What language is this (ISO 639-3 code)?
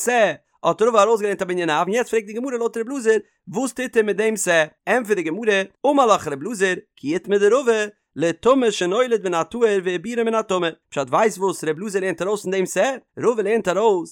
yid